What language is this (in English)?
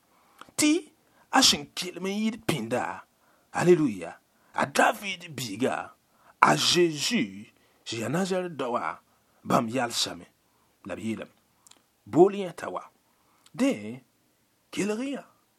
Mossi